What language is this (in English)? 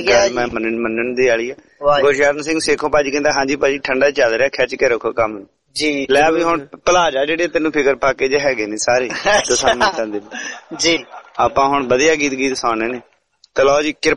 Punjabi